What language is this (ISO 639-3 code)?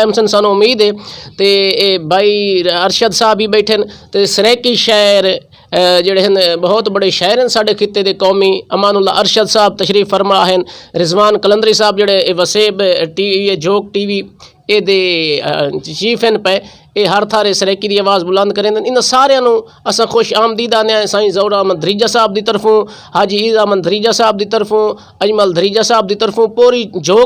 skr